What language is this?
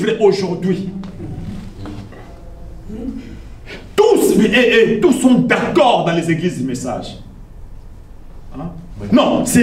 French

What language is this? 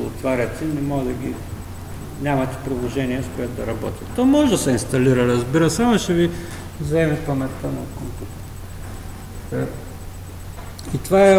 Bulgarian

